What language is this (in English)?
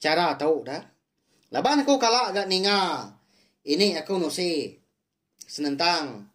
Iban